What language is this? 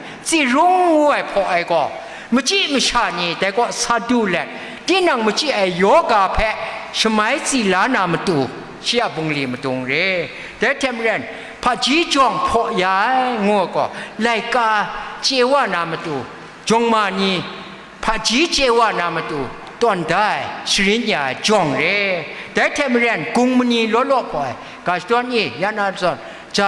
Kachin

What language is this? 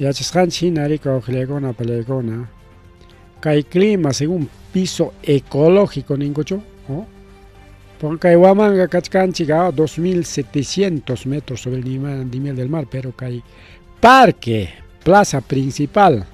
Ayacucho Quechua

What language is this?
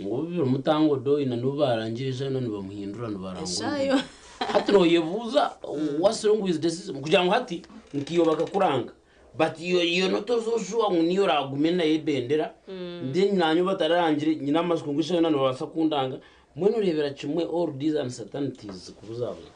Nyankole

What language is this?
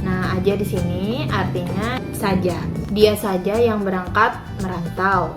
Banjar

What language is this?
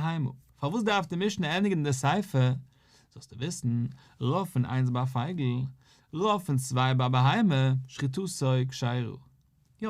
Yiddish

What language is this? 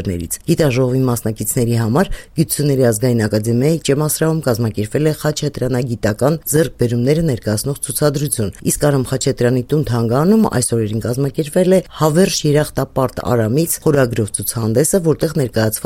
Armenian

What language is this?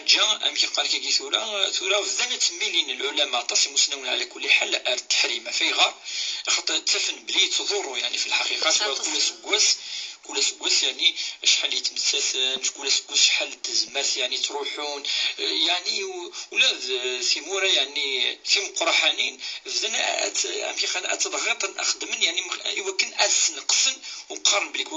Kabyle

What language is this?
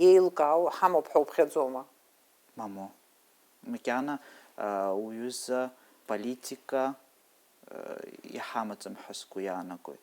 Abkhazian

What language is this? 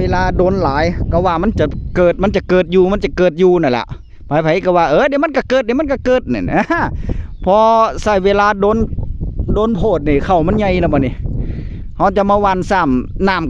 Northeastern Thai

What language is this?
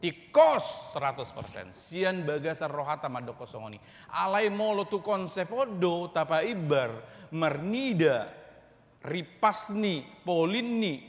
Batak Toba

